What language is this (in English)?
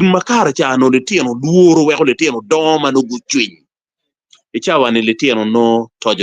Acoli